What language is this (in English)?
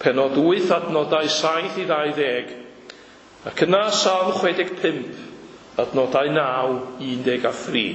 Welsh